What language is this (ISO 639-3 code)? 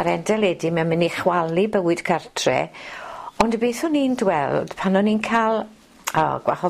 cym